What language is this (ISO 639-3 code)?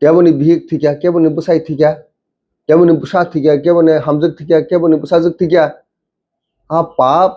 trp